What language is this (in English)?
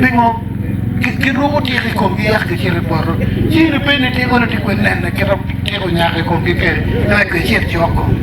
Acoli